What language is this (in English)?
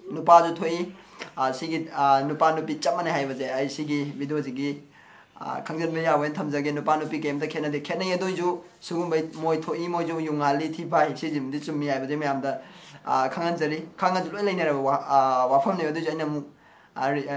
Manipuri